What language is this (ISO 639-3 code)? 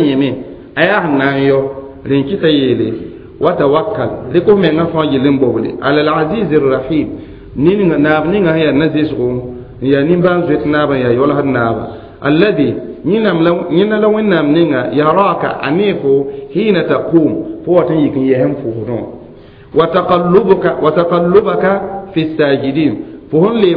mos